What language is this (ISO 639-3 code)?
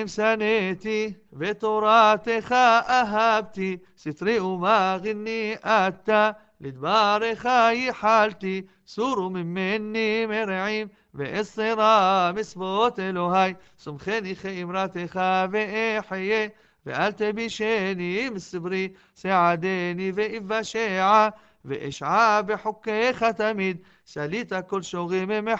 heb